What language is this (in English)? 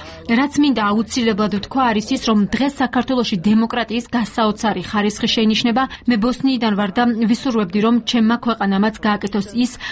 Georgian